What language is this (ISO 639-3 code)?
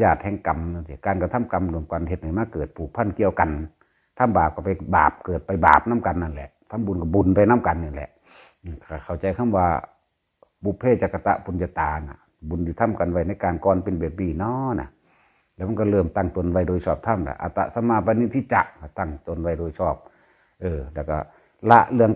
tts